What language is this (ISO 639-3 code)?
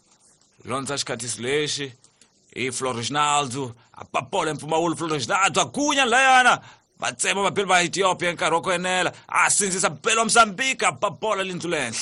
tso